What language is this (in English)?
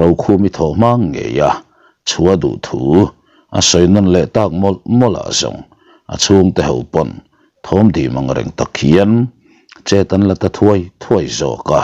Mizo